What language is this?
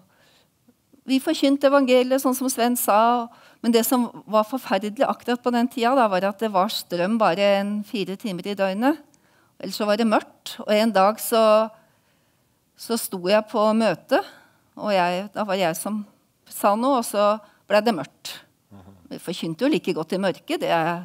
Norwegian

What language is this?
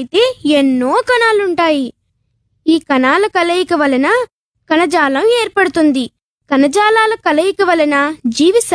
Telugu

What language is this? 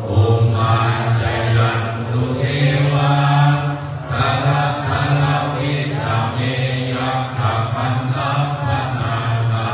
Pali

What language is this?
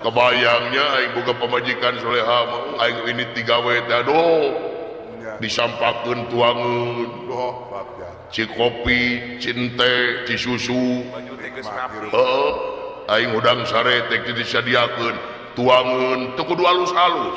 Sundanese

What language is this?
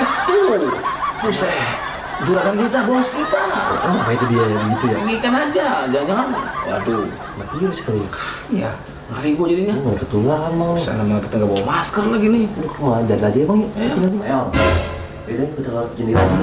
Betawi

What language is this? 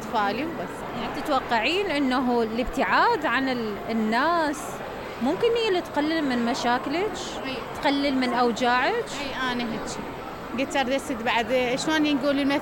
Mesopotamian Arabic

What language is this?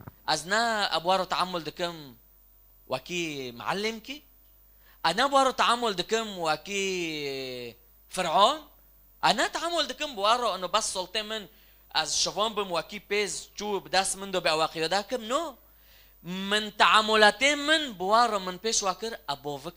Kurdish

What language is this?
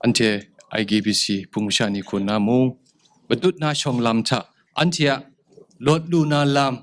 Kachin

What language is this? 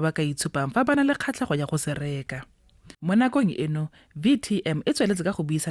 Tswana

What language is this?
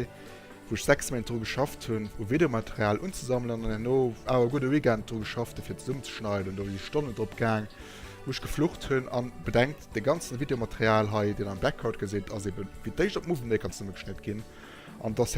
Luxembourgish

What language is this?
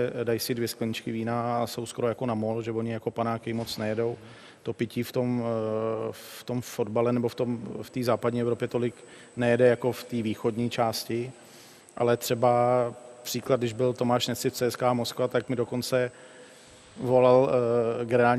Czech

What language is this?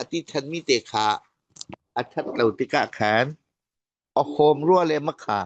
Falam Chin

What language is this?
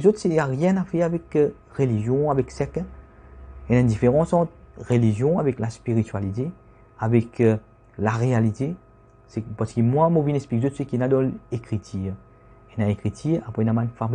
Morisyen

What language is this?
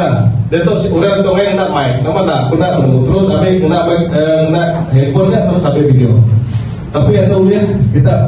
Iban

